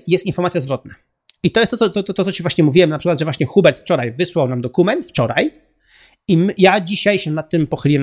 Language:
Polish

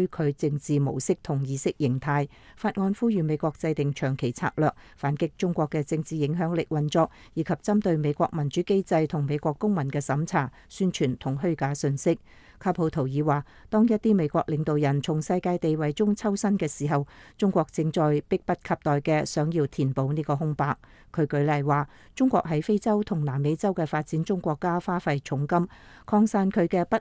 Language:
Cantonese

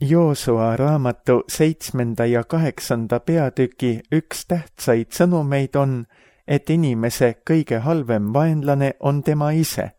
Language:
Estonian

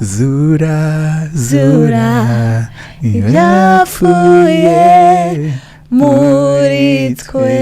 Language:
Rundi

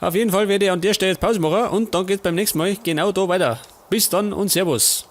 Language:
Bavarian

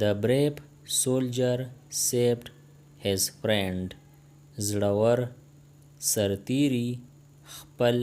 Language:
Pashto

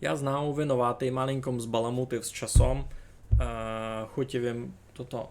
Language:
Rusyn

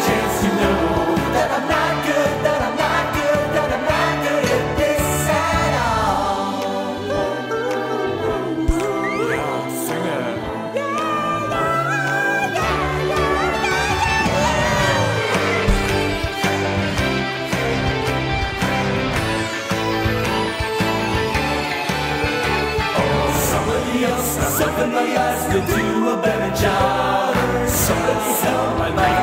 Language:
English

